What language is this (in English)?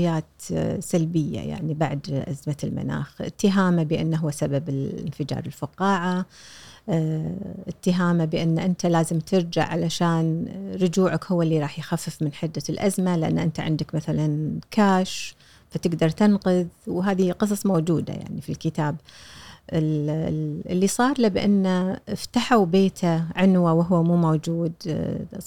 Gulf Arabic